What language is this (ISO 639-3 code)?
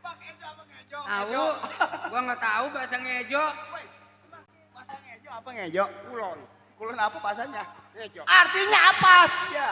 bew